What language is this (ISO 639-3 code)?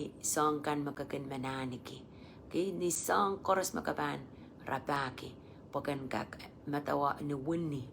pon